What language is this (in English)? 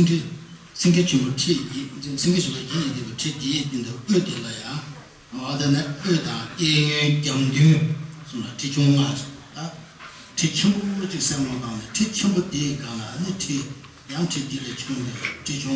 Tibetan